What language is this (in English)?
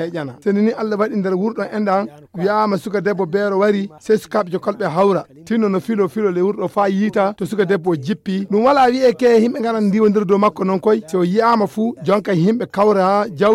Nigerian Fulfulde